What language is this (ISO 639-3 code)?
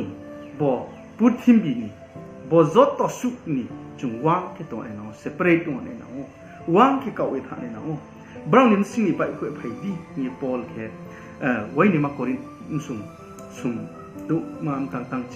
ria